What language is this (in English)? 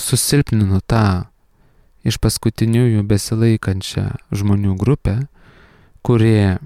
Lithuanian